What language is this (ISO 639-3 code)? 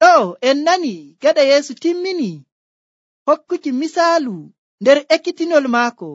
fuv